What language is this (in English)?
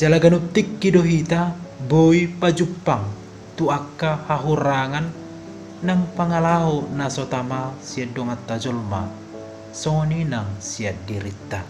Batak Toba